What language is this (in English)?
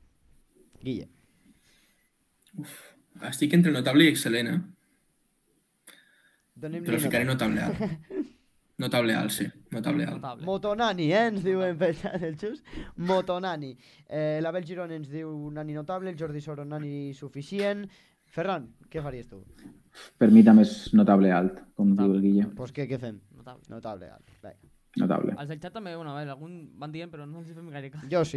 Catalan